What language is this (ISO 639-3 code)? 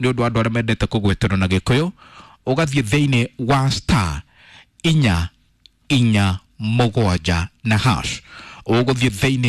kik